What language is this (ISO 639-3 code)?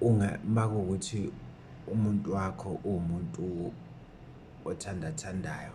zul